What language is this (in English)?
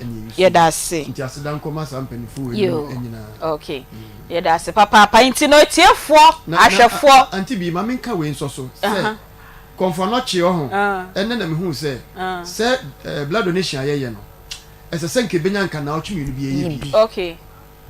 Akan